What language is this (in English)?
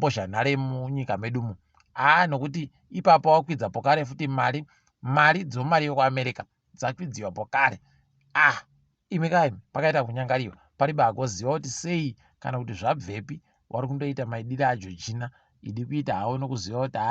Ndau